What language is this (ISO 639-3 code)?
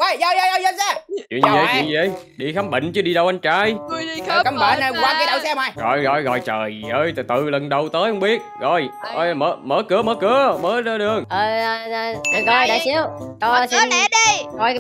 vie